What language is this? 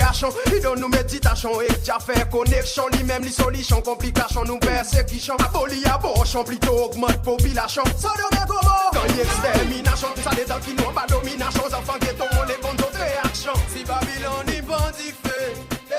Seselwa Creole French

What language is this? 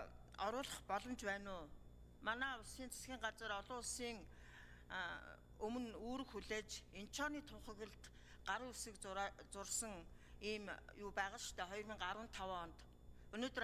Mongolian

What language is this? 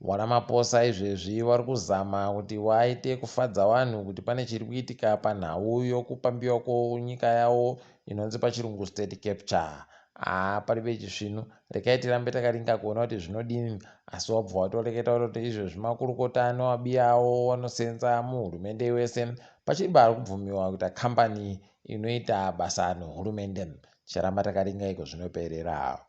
Ndau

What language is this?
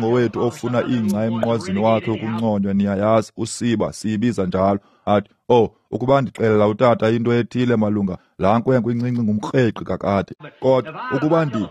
Xhosa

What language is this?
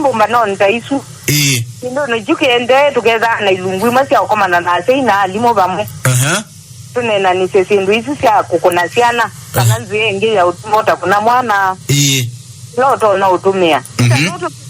Kamba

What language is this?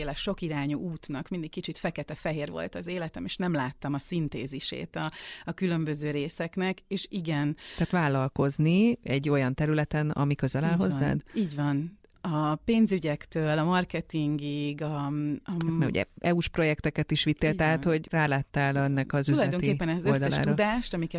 Hungarian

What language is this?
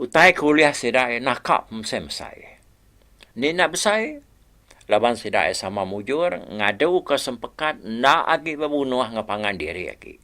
Iban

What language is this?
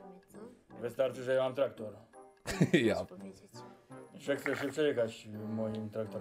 Polish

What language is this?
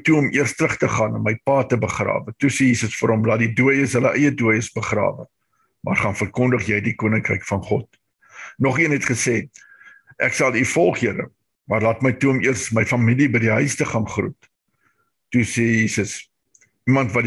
Afrikaans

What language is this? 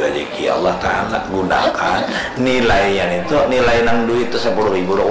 Banjar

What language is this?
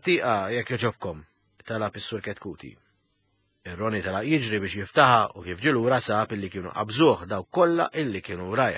Maltese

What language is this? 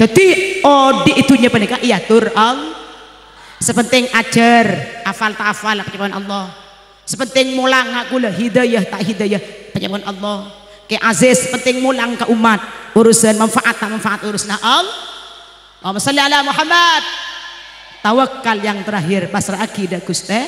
Madurese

